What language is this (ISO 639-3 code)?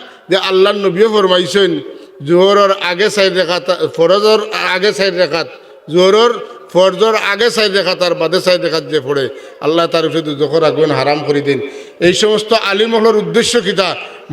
syl